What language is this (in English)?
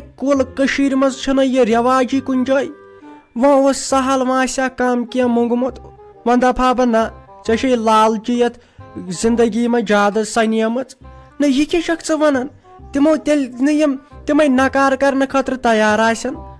Kashmiri